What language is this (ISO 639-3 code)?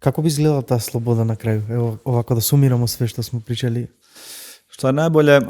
mkd